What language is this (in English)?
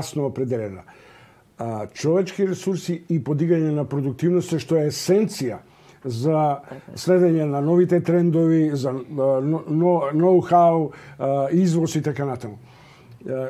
Macedonian